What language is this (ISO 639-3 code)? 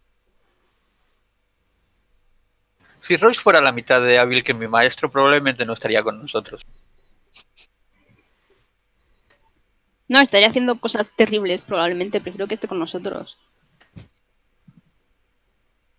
spa